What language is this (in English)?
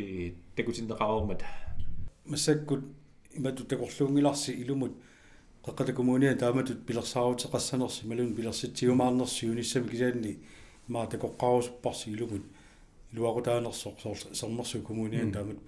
Kalaallisut